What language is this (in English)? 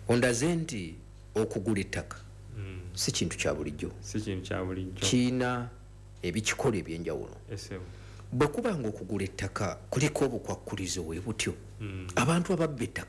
Ganda